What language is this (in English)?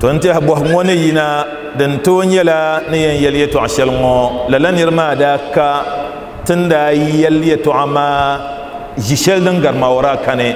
Dagbani